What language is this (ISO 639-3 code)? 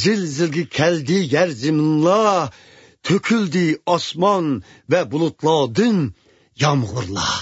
uig